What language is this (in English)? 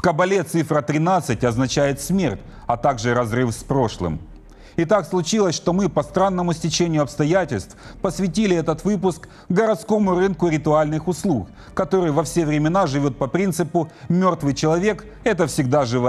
Russian